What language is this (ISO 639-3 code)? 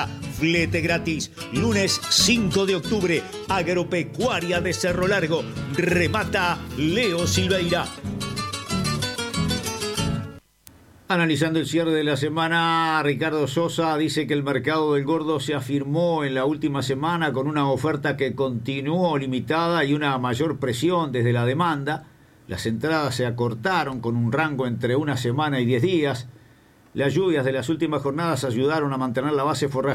spa